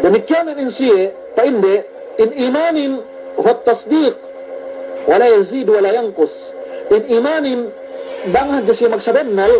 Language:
Yakan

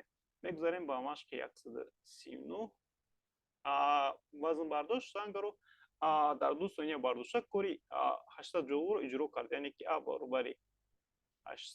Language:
Tajik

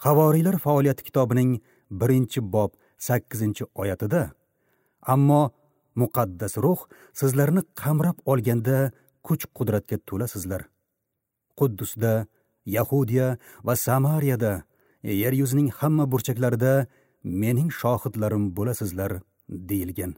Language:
Uzbek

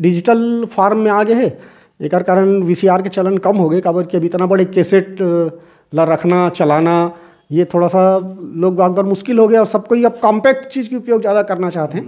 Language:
Chhattisgarhi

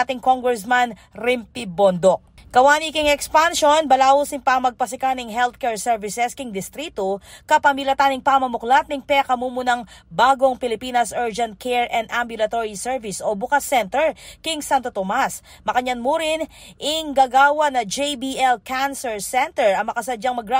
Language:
Pampanga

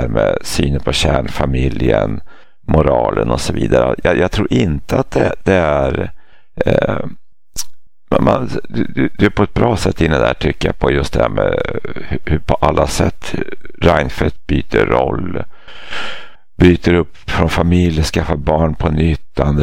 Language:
Swedish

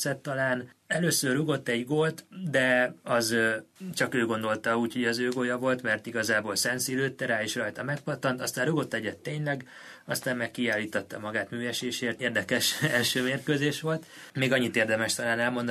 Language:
Hungarian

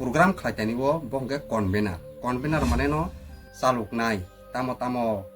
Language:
Kok Borok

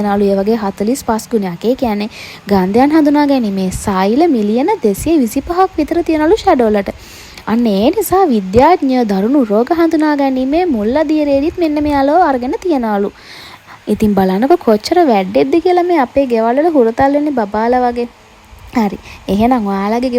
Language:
Sinhala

